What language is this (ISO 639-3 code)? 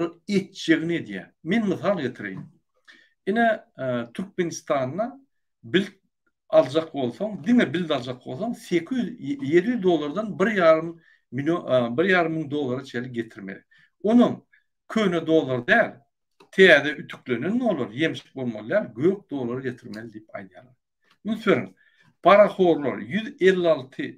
tuk